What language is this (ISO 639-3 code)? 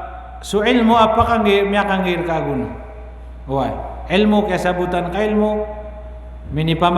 mrw